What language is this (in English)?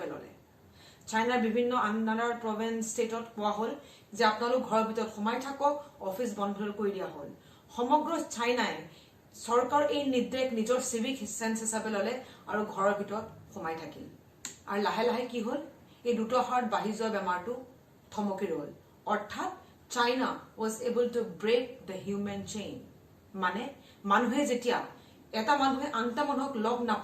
Assamese